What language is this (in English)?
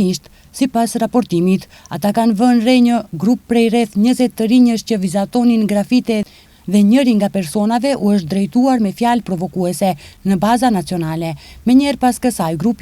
Albanian